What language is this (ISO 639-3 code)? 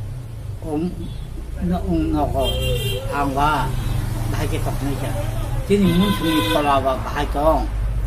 trp